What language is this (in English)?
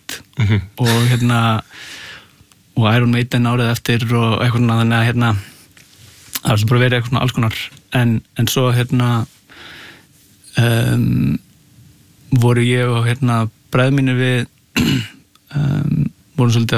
Icelandic